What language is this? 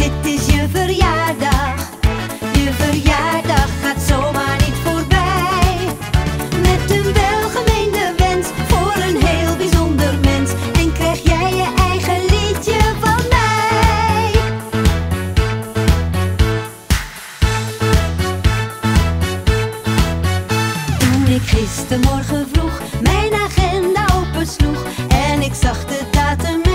Dutch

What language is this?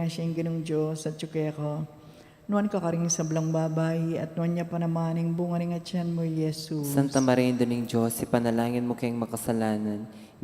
Pampanga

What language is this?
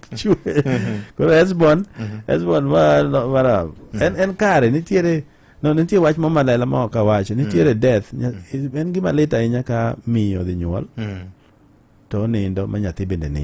Luo (Kenya and Tanzania)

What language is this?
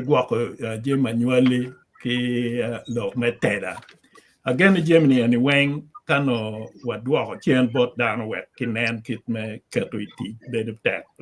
Acoli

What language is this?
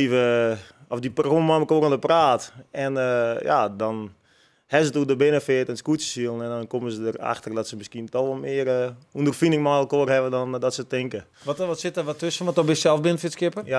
Western Frisian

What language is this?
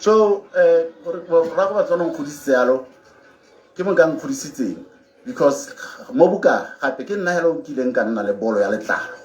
Tswana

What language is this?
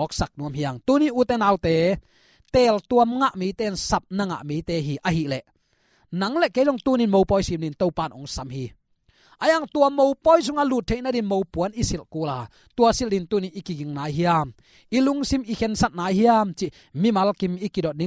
Tedim Chin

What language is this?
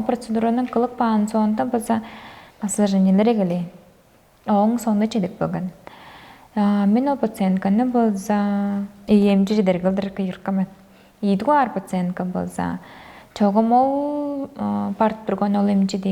Tuvinian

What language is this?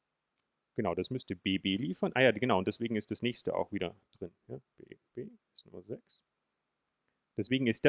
German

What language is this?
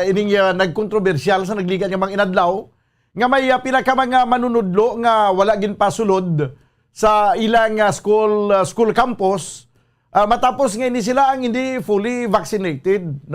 Hiligaynon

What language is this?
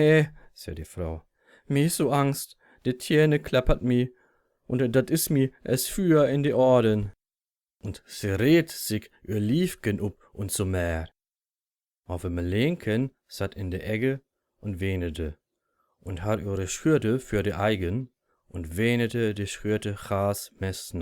Low German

